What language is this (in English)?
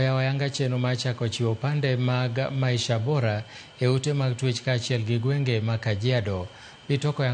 Luo (Kenya and Tanzania)